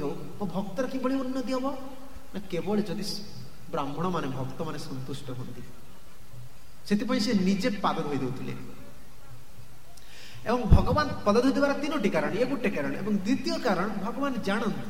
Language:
Odia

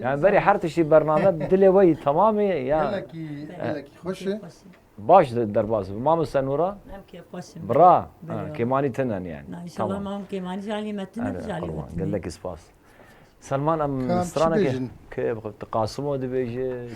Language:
Kurdish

